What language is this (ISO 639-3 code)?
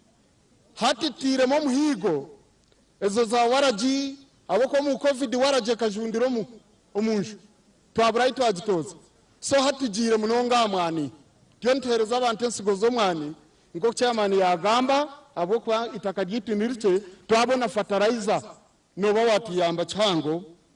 nyn